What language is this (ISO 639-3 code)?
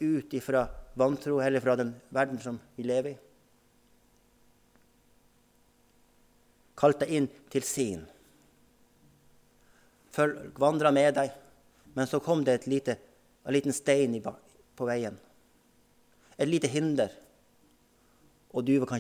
nor